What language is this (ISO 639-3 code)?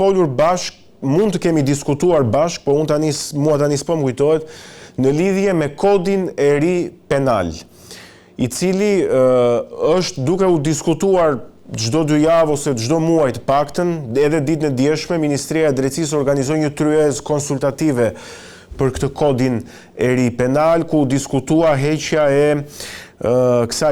sqi